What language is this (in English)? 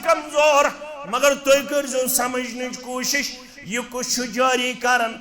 Kashmiri